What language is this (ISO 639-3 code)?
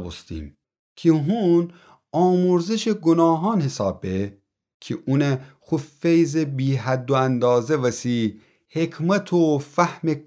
glk